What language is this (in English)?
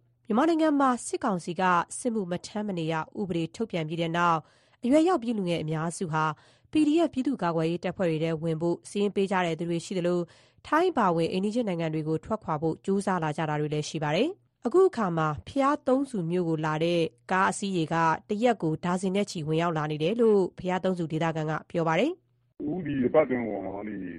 Burmese